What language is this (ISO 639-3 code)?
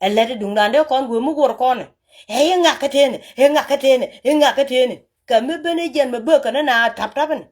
nus